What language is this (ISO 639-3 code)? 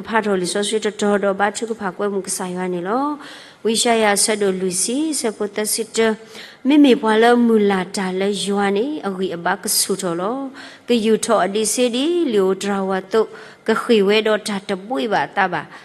ksw